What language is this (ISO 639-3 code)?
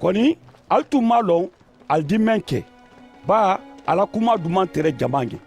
man